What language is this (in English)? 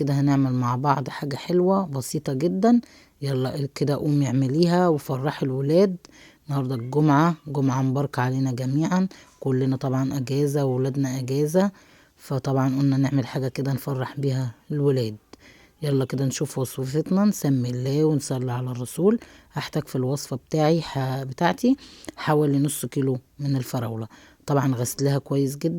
Egyptian Arabic